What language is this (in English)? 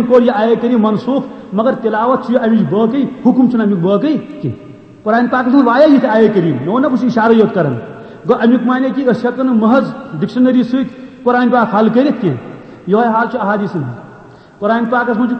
Kashmiri